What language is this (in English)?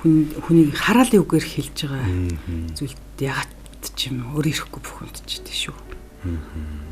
Mongolian